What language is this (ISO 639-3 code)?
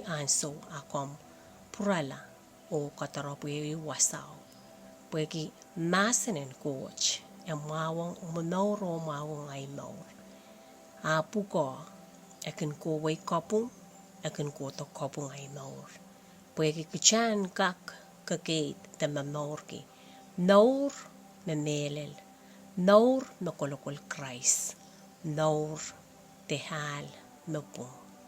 pon